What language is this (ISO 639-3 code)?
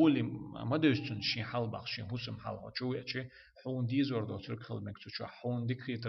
che